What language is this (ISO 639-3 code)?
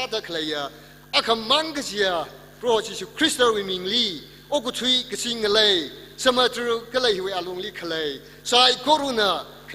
nmf